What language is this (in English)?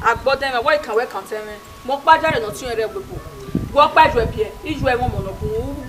Bini